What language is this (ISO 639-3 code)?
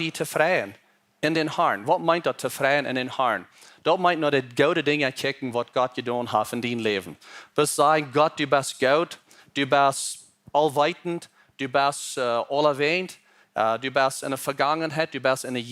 pdt